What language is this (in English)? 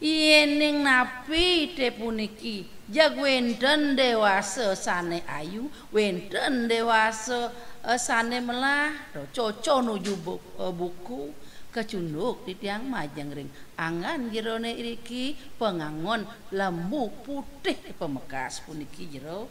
Balinese